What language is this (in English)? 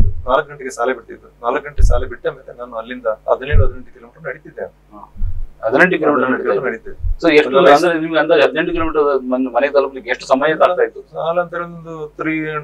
Kannada